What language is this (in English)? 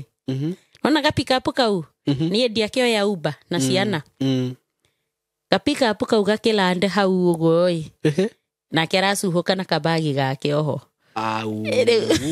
Kikuyu